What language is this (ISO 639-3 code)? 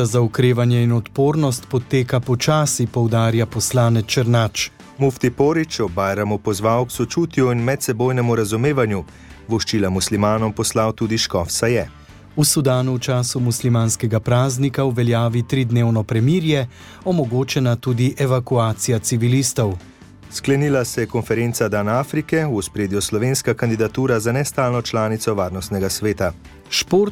slv